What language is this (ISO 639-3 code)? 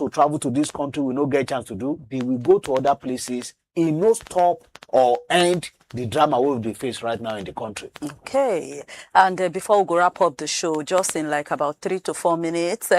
pcm